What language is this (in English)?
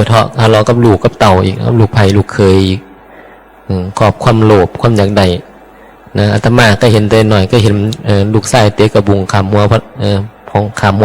Northeastern Thai